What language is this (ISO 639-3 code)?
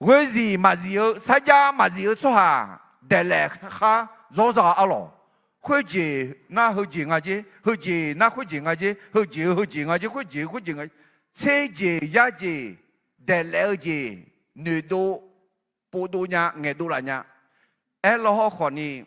ahk